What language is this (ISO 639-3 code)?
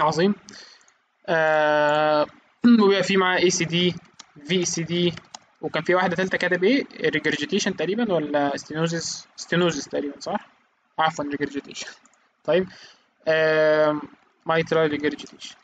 arz